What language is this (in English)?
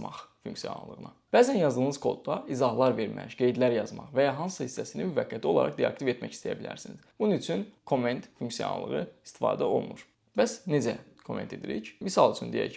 Azerbaijani